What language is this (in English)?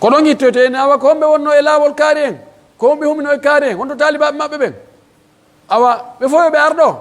Pular